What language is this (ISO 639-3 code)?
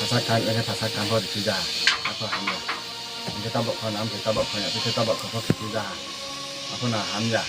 ria